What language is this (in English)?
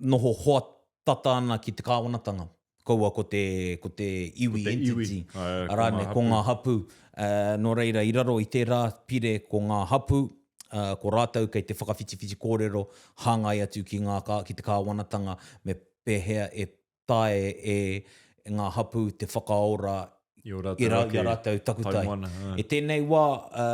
Māori